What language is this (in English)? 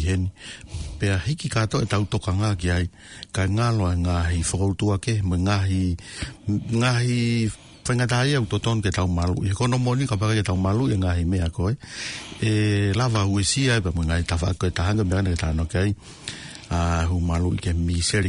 Tongan